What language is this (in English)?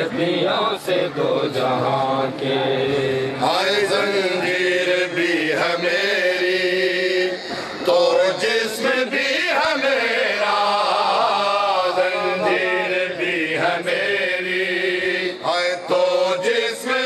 Urdu